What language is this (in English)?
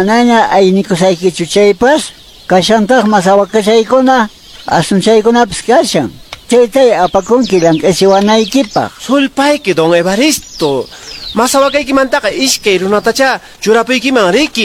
Quechua